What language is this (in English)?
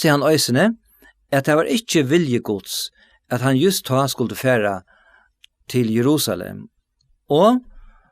Faroese